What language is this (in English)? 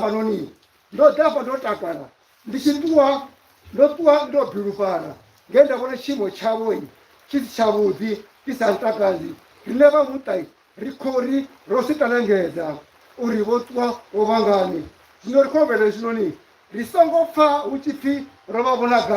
Venda